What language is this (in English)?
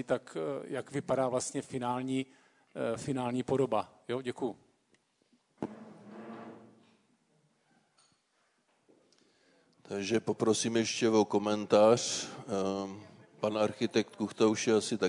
Czech